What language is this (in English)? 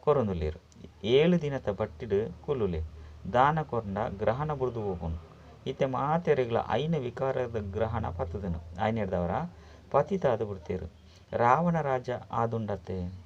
Tulu